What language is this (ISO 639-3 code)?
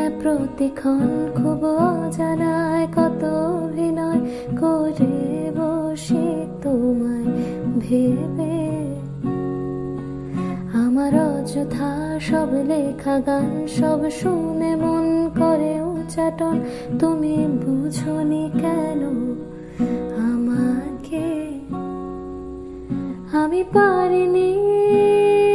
ben